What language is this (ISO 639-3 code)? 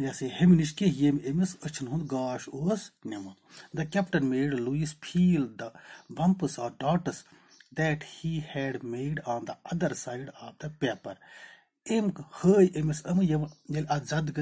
kas